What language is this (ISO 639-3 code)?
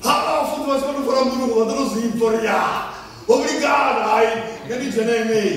ven